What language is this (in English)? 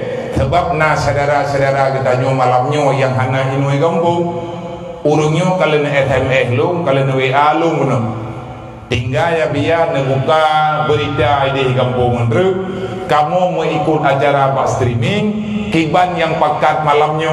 Achinese